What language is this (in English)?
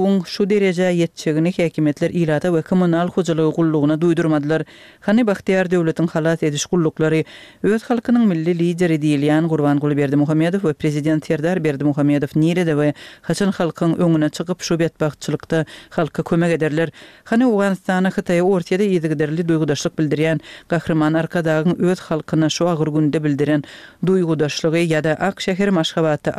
Turkmen